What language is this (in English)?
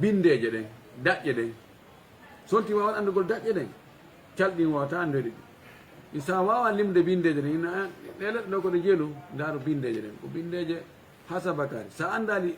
Fula